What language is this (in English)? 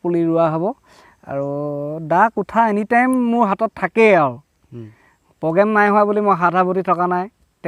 Assamese